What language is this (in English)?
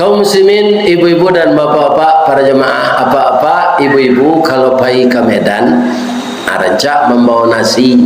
Minangkabau